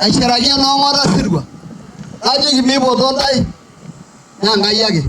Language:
Masai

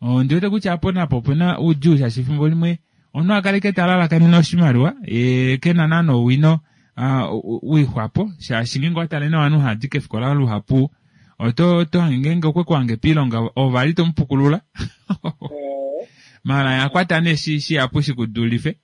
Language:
Kuanyama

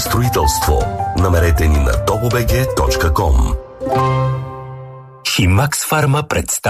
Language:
Bulgarian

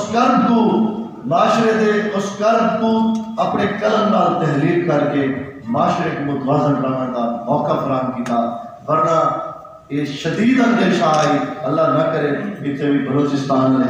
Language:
Saraiki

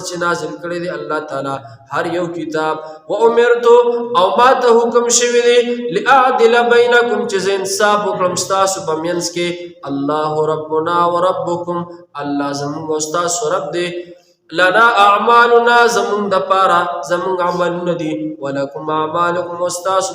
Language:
Pashto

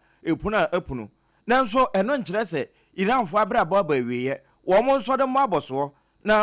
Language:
Akan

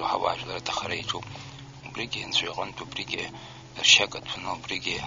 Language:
Abkhazian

